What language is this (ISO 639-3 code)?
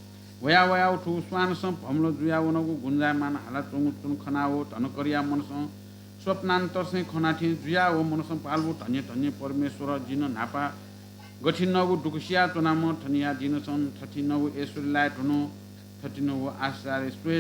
new